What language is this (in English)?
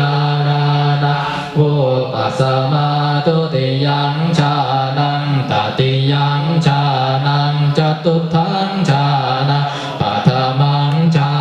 Pali